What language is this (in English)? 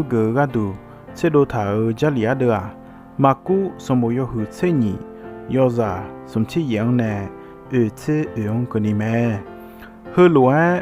Akha